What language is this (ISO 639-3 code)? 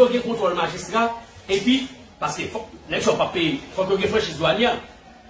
hat